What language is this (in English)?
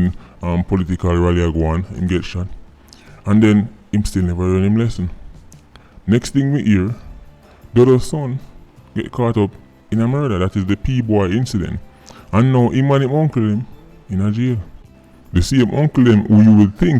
Jamaican Creole English